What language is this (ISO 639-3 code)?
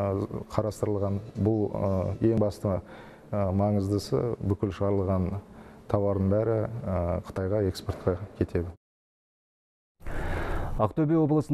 kaz